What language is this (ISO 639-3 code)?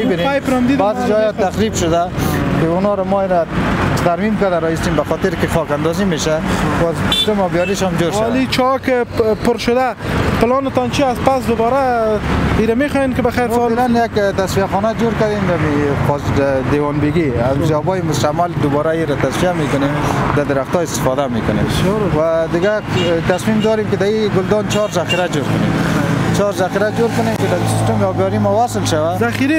fas